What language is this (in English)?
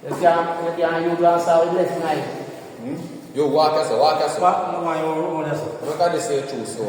Jamaican Creole English